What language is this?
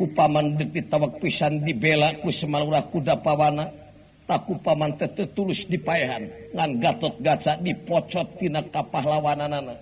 Sundanese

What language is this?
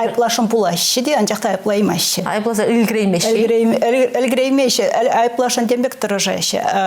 Chuvash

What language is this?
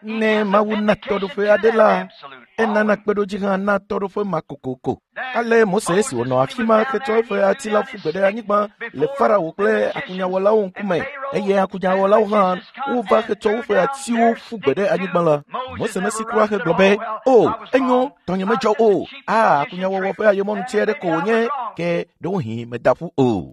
Ewe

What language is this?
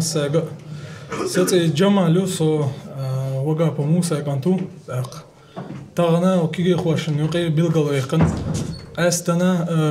Chechen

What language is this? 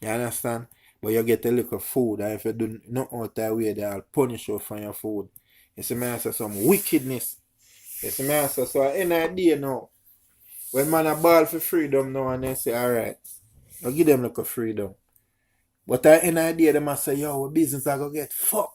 Jamaican Creole English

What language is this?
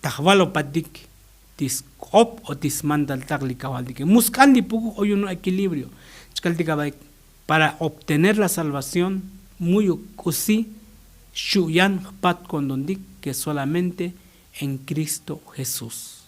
Tzotzil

